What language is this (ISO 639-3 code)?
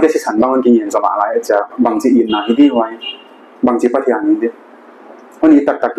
pck